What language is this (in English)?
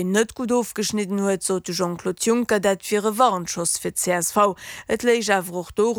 Luxembourgish